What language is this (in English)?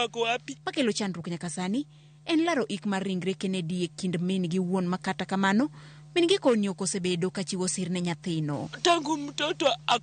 Luo (Kenya and Tanzania)